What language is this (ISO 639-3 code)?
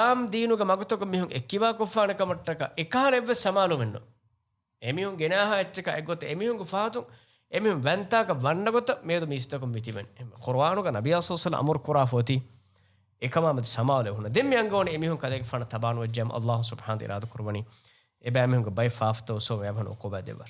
div